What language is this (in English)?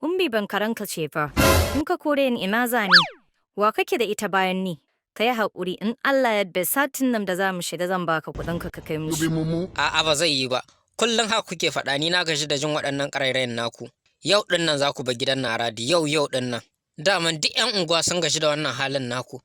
Hausa